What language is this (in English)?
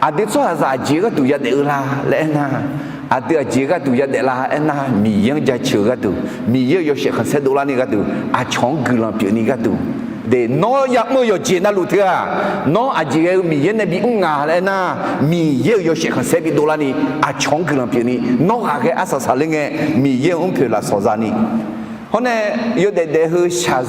Akha